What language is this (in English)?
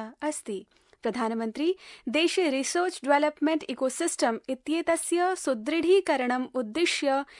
Sanskrit